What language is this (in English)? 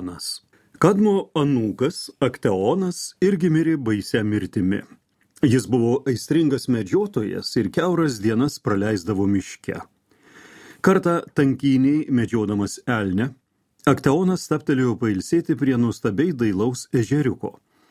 Lithuanian